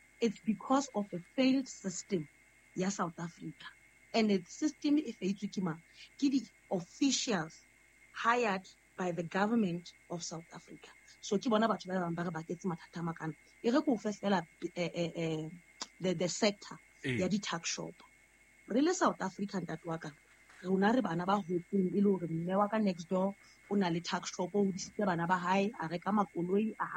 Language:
Southern Sotho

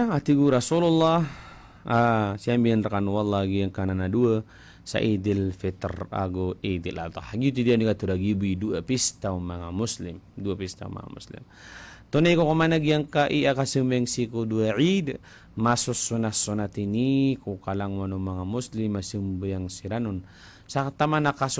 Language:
Maranao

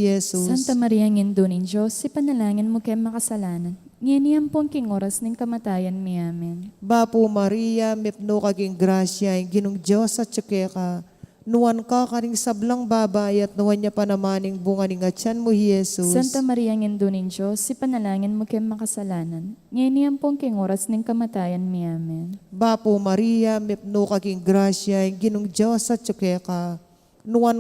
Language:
Pampanga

